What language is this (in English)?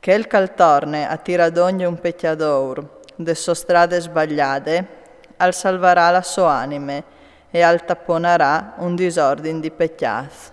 Friulian